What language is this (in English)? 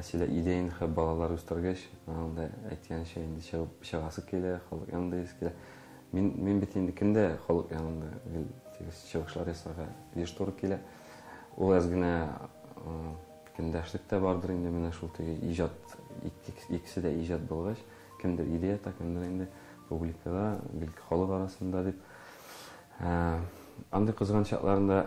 Tatar